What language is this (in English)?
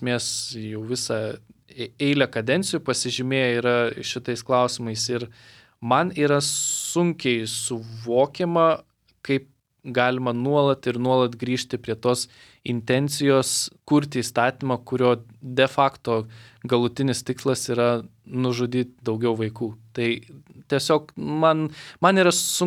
Lithuanian